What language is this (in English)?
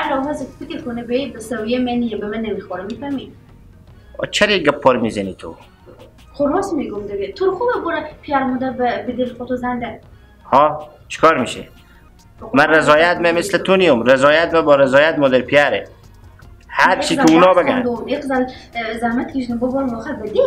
Persian